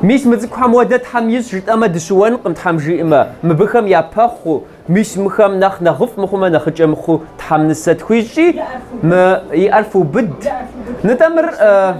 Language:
Kabardian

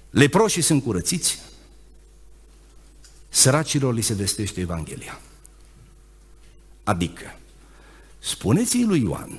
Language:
Romanian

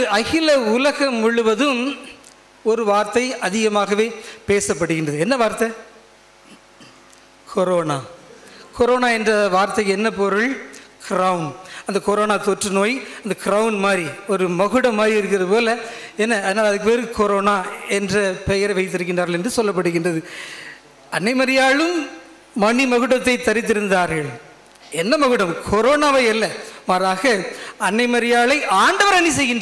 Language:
Tamil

